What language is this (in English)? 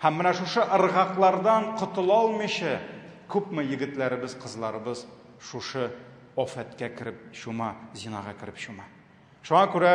Tatar